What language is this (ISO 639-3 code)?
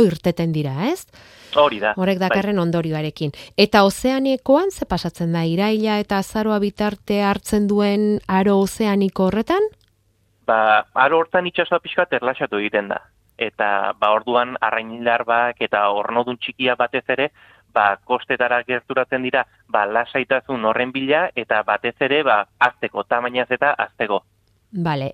eus